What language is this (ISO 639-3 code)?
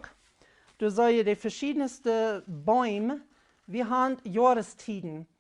pdt